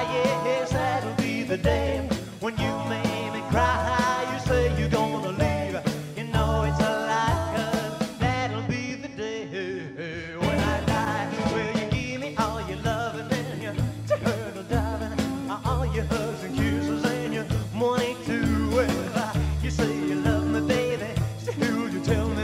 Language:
English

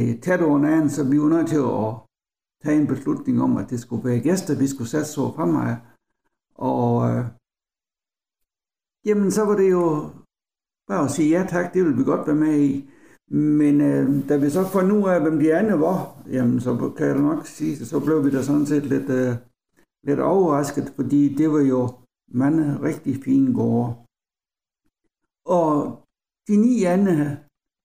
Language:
Danish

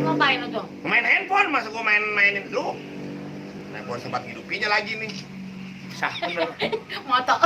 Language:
Betawi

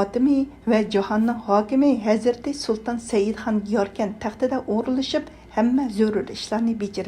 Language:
Uyghur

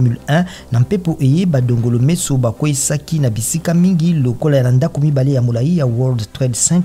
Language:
Lingala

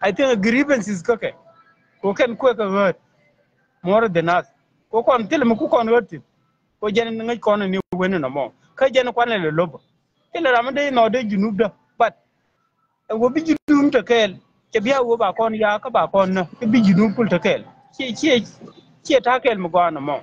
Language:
Nuer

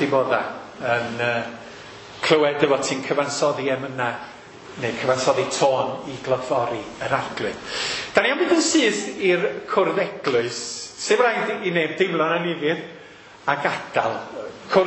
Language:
Welsh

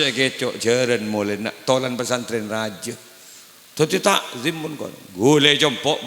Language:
Madurese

